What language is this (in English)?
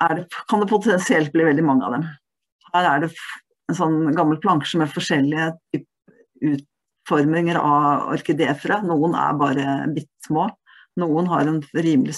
Norwegian